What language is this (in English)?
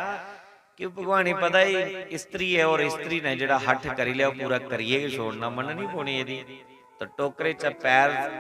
Dogri